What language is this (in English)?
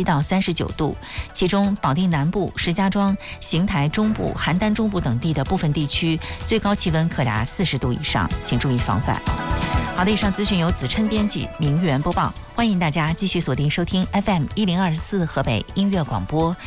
Chinese